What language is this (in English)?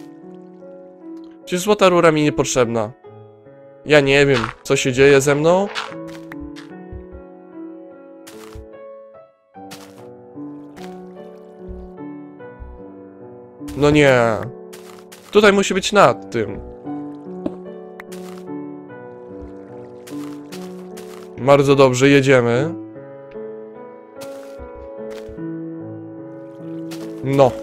Polish